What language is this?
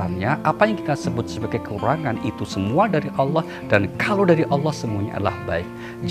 Indonesian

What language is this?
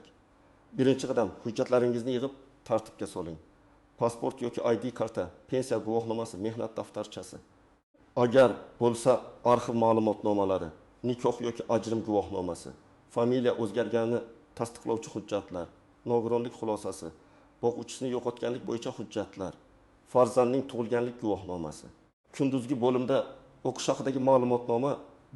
Uzbek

